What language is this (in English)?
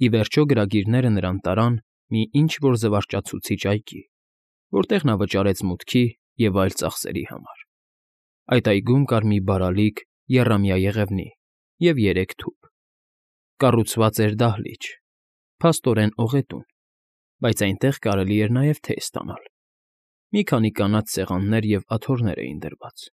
Armenian